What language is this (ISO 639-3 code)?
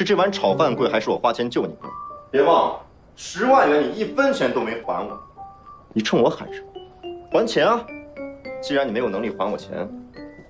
zho